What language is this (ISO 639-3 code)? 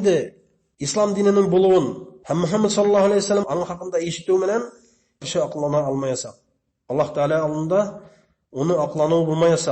bak